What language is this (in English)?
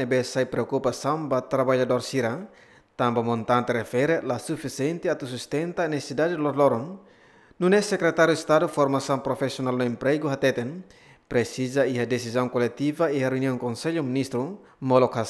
Tetum